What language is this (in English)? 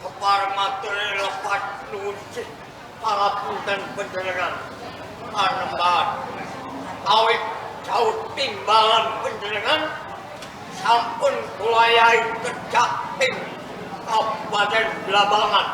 Javanese